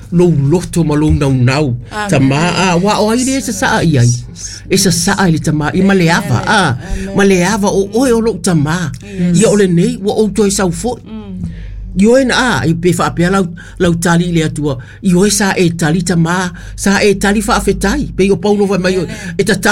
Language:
Samoan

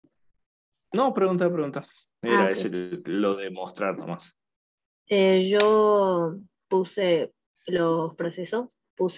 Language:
Spanish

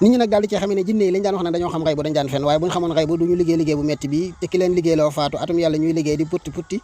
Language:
Wolof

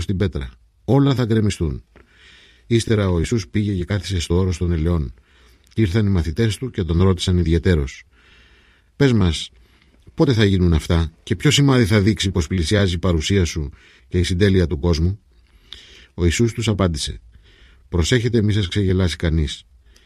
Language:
Greek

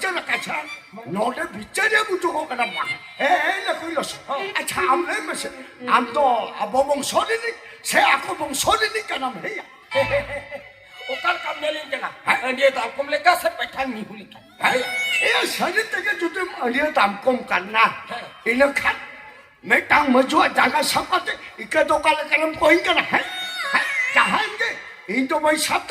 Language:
Santali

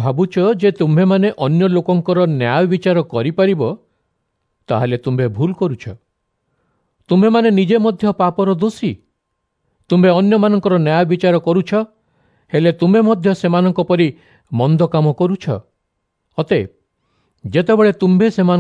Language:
Odia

